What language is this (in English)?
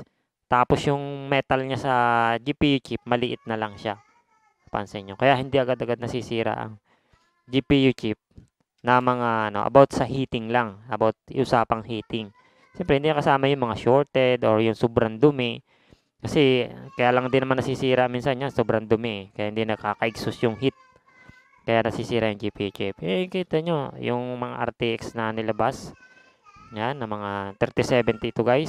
Filipino